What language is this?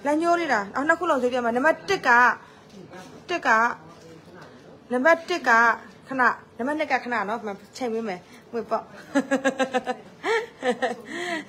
Burmese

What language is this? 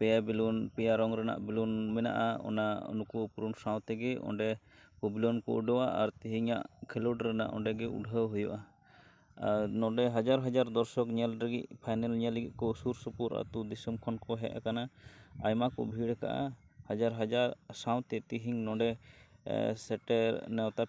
Santali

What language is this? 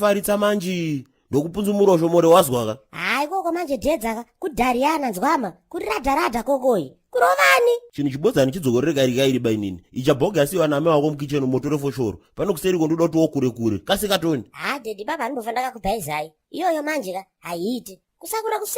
Shona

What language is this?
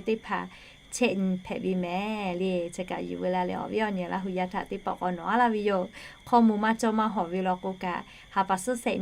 Lahu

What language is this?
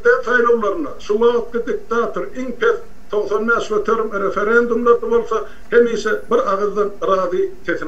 Turkmen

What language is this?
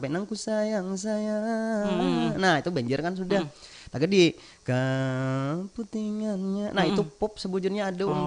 Banjar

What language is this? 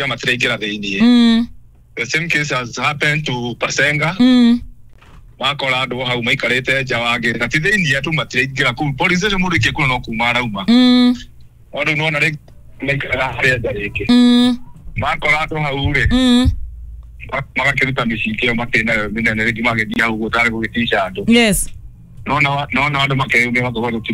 Kikuyu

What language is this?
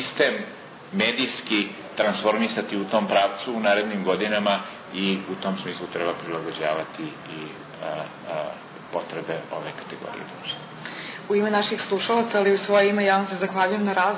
Serbian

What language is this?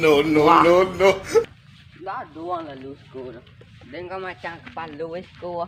Minangkabau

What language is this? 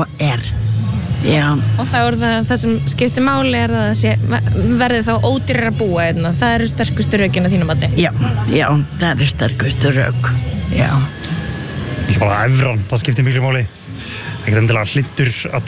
Icelandic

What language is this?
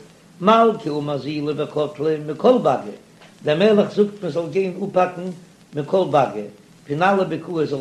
Yiddish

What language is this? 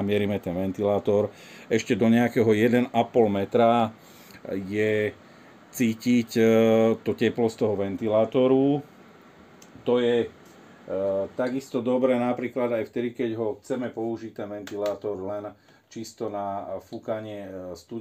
Slovak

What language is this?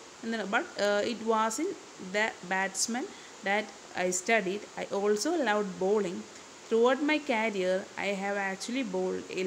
Malayalam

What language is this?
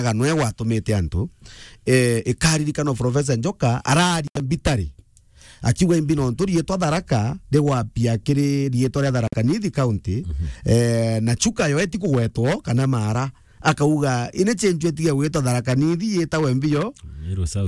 Meru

